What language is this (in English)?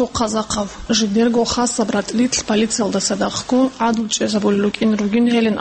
Avaric